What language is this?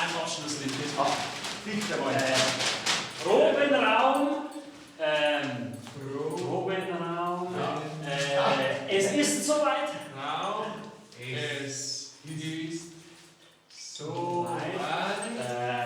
Bavarian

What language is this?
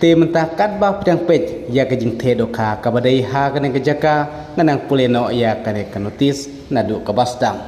Khasi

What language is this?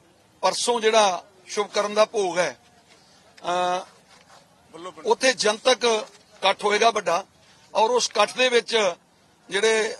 Punjabi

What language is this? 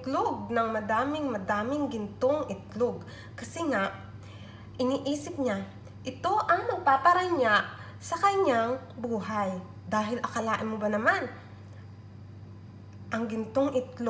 Filipino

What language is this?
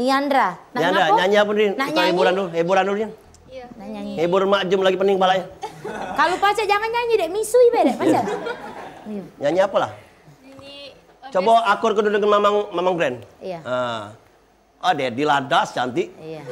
Musi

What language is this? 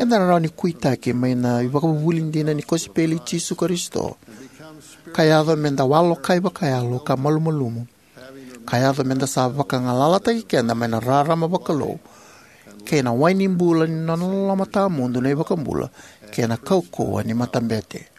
Fijian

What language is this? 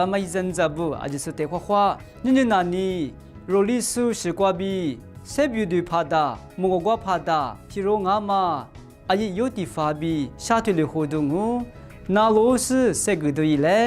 Lisu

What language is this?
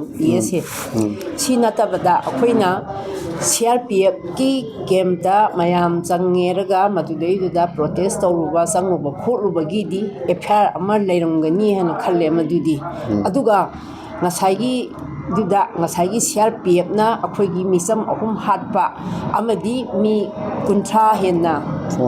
Manipuri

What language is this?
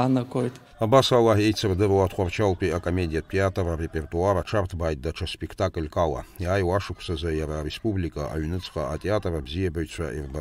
Abkhazian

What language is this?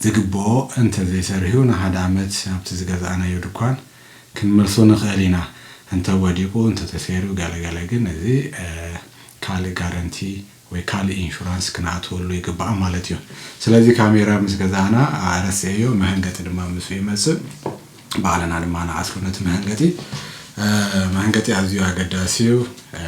Tigrinya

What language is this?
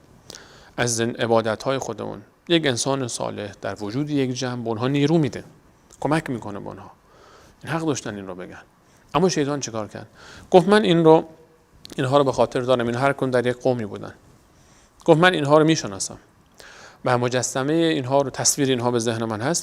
Persian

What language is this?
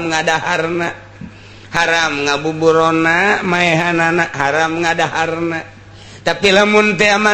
Sundanese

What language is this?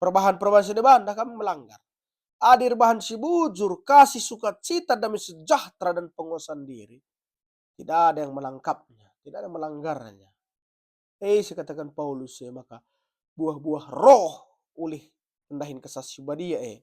Batak Karo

